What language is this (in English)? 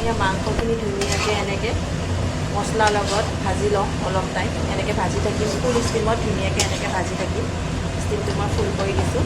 Assamese